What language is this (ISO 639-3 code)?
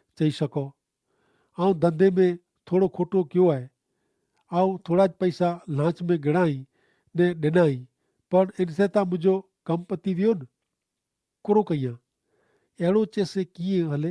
kfr